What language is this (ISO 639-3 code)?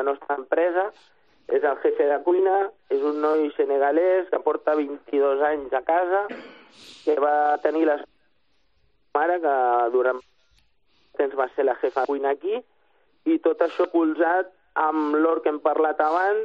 cat